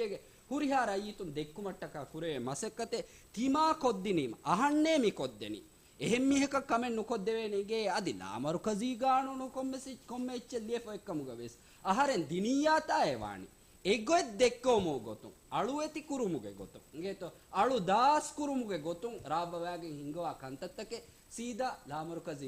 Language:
Divehi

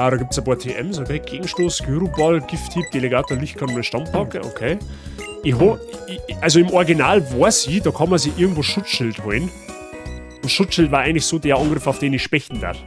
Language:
Bavarian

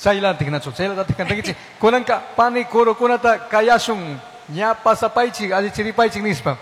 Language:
Chimborazo Highland Quichua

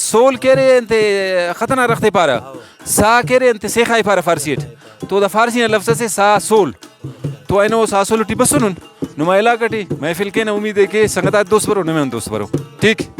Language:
Brahui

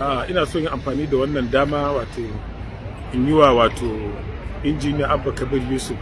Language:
Hausa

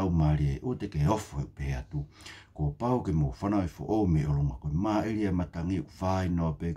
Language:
Tongan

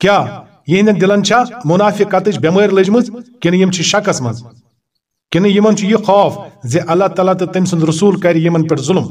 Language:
Kashmiri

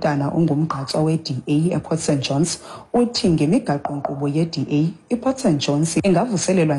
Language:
Xhosa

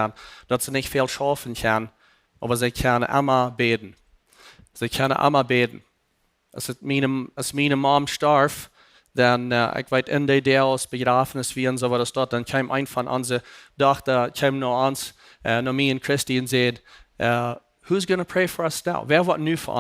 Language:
Plautdietsch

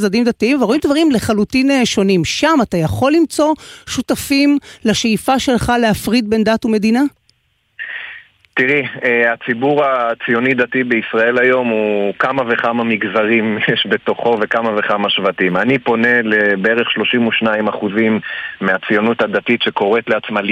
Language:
Hebrew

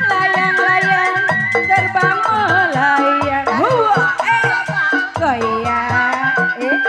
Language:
Betawi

